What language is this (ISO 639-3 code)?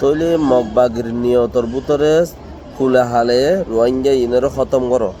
rhg